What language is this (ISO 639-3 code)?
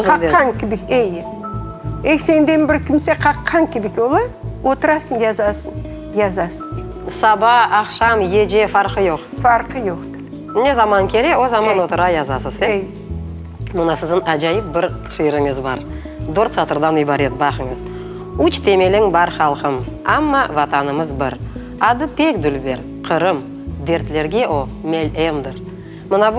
crh